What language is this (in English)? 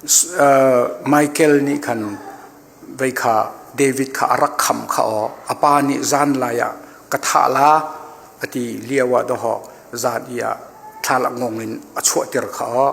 Hakha Chin